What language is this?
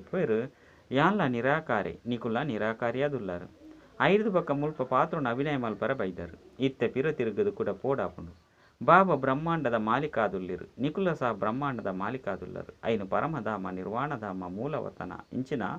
Tulu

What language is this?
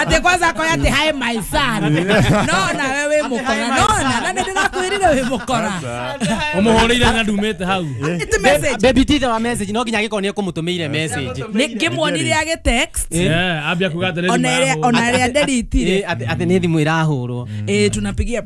Kikuyu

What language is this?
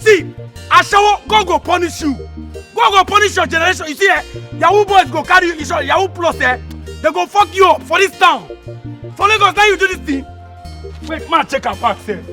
Nigerian Pidgin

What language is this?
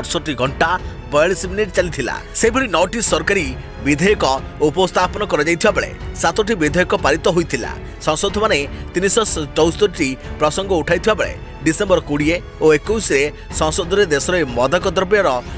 Odia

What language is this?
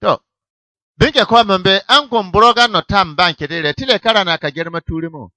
Bissa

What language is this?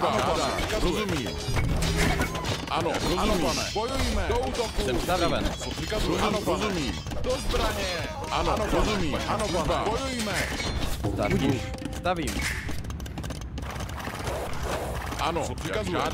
Czech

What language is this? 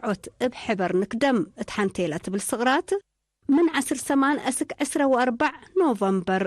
Tigre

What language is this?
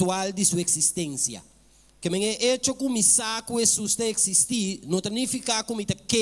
Papiamento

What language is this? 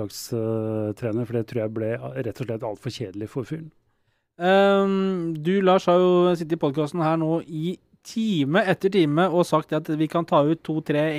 Norwegian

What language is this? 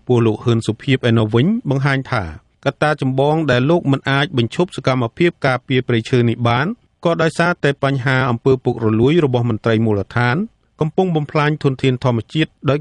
Khmer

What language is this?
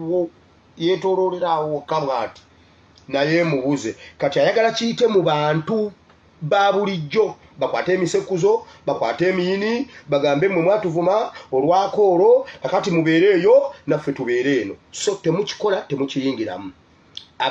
Ganda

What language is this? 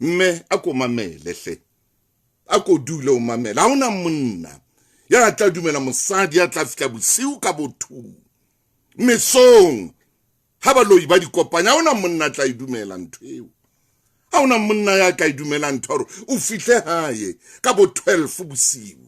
Southern Sotho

